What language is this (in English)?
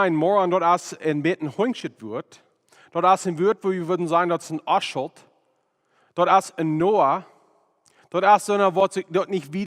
Plautdietsch